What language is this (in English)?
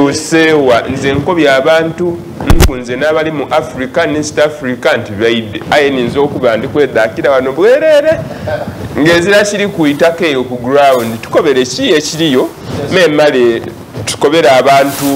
Soga